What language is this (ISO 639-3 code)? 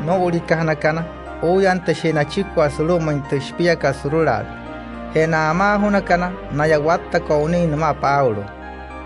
guc